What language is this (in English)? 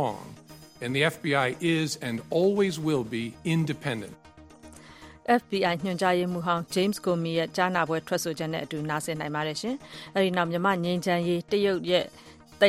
Burmese